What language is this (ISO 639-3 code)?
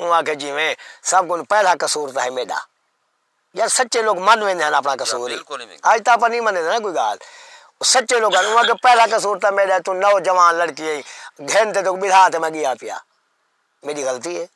skr